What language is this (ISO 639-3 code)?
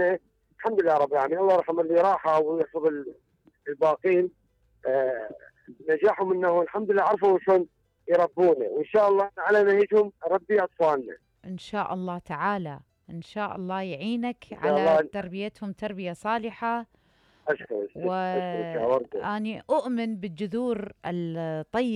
acm